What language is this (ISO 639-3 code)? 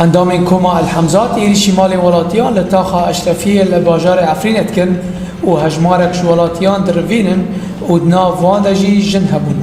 kur